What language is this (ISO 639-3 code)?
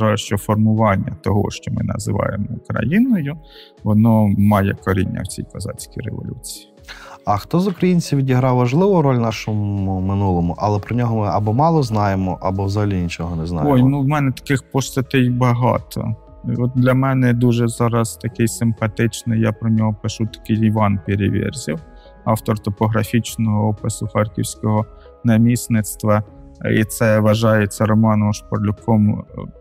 ukr